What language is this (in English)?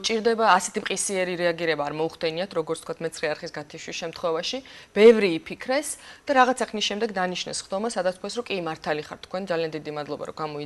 Georgian